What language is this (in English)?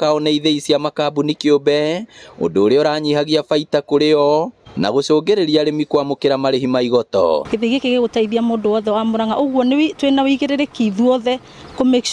Kikuyu